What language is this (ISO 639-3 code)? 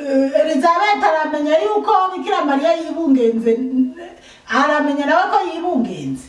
run